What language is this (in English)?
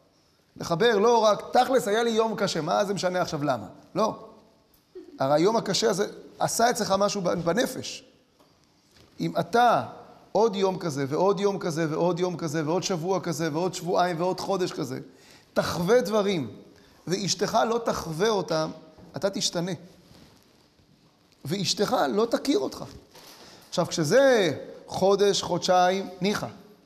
Hebrew